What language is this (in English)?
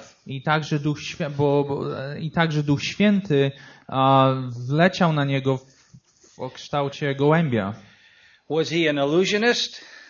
Polish